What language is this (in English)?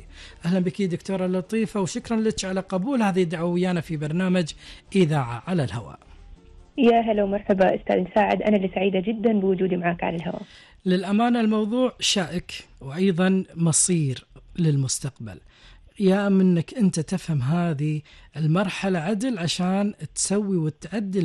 Gulf Arabic